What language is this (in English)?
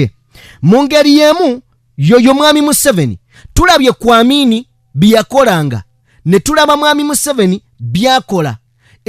Ganda